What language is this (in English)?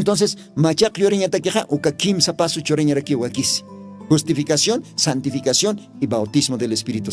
Aymara